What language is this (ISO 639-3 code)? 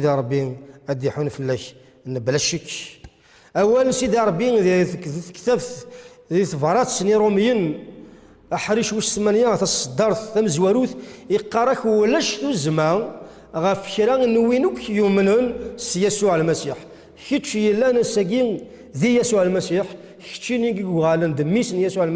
kab